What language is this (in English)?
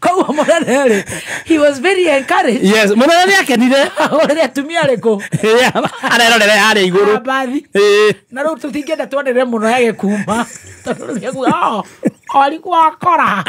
Kikuyu